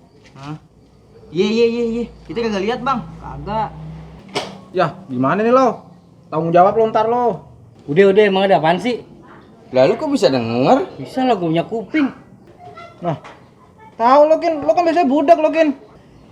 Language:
Betawi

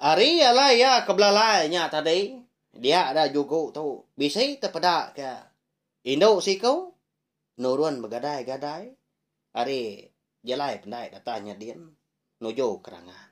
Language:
Iban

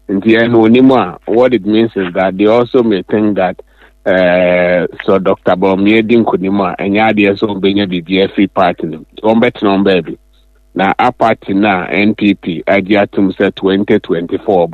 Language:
Akan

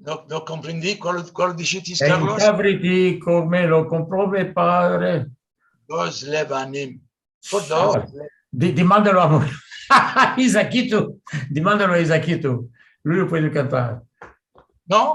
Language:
Ladino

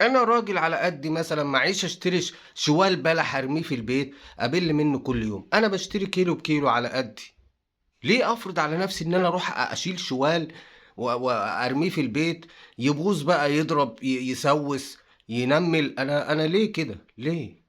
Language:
Egyptian Arabic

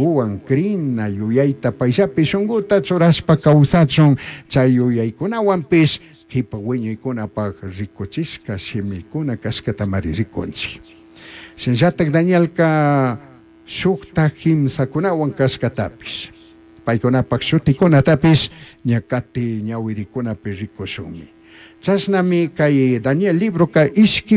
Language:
Chimborazo Highland Quichua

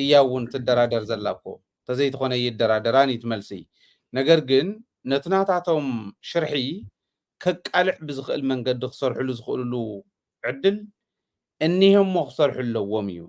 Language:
Tigrinya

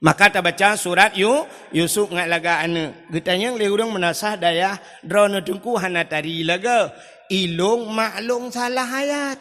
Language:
Achinese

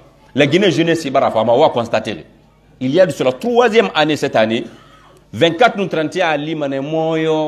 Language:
Pular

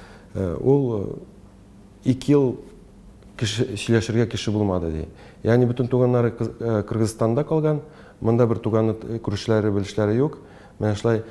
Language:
Tatar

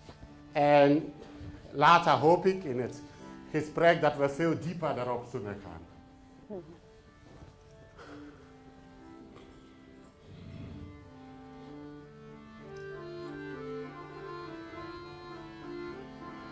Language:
Dutch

